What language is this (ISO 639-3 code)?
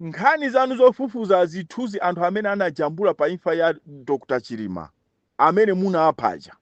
nya